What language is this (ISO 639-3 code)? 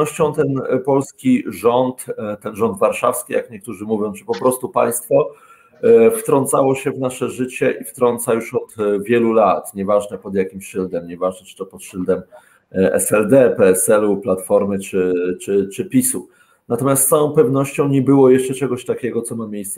pol